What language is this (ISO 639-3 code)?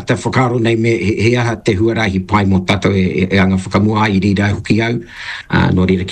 mri